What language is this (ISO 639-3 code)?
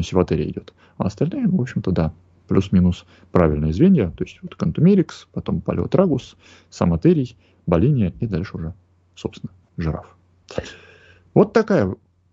rus